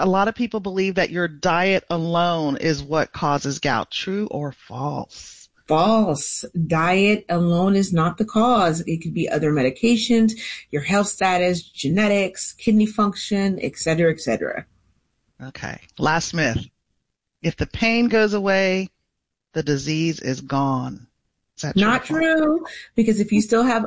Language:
English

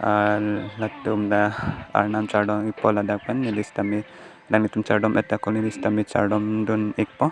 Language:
Karbi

